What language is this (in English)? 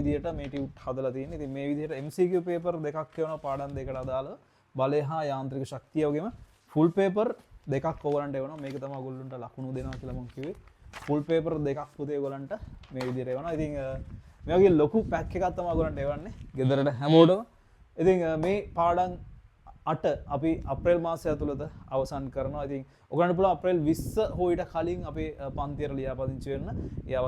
Sinhala